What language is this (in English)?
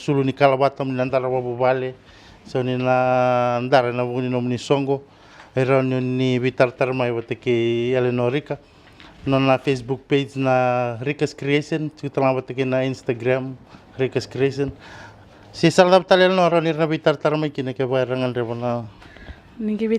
Fijian